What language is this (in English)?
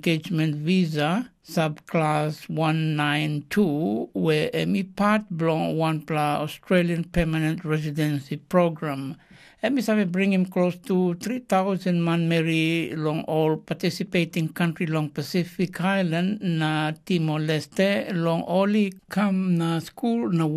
Tok Pisin